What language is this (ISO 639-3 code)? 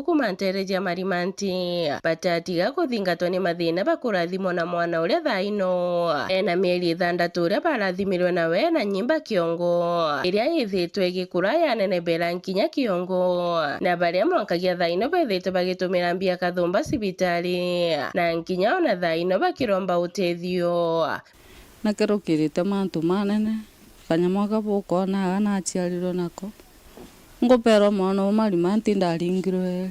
mer